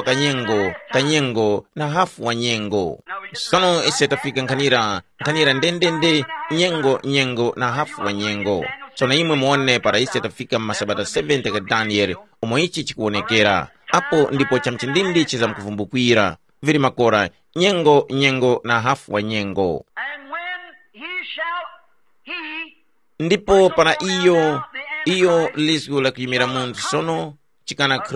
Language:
Tumbuka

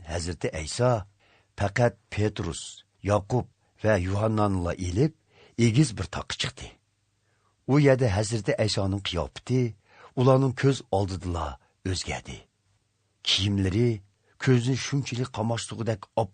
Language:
Uyghur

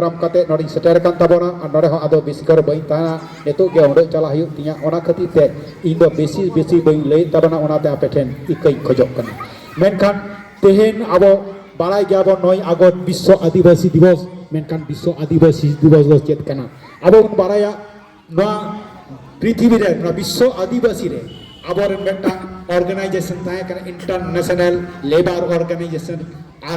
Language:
Santali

